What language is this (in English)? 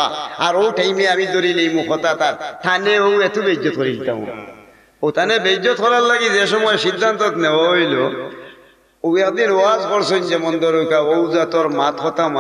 Sylheti